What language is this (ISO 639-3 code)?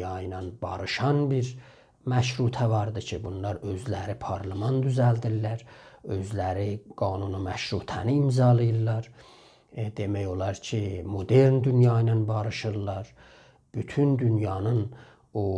azb